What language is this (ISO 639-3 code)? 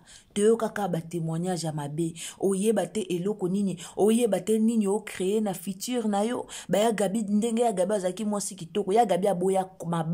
lin